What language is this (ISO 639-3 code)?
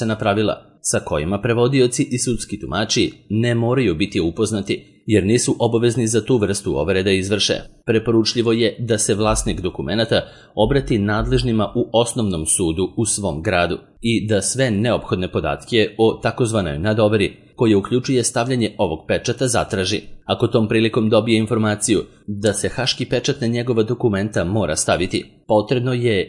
srp